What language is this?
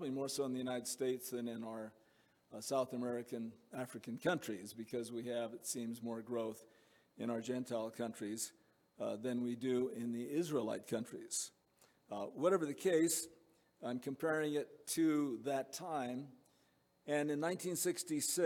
English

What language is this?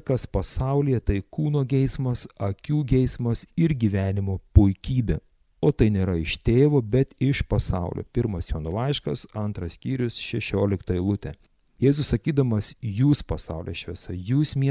Lithuanian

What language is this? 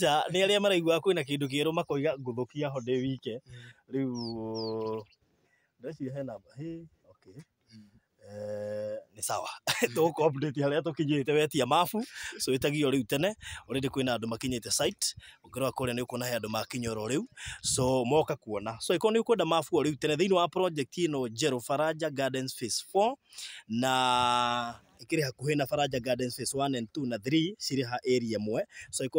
Kikuyu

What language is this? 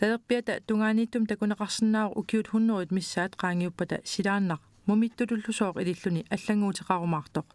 Kalaallisut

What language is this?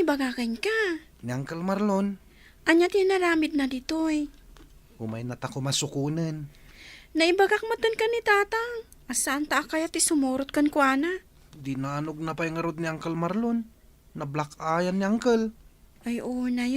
Iloko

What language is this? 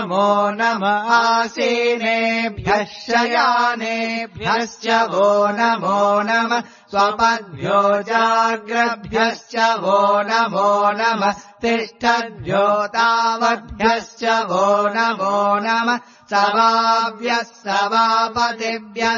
Sanskrit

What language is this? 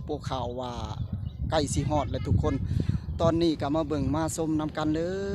Lao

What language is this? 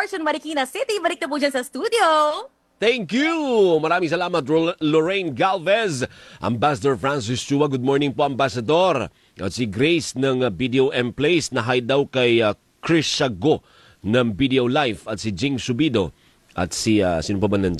Filipino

